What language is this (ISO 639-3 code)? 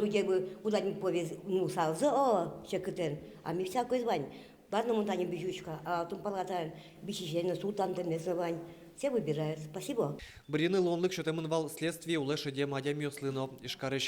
udm